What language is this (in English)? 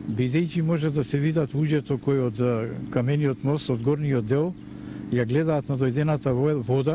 Macedonian